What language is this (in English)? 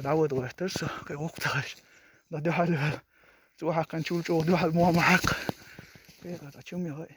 Chechen